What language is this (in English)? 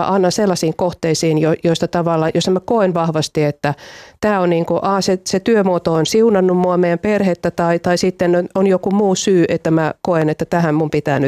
Finnish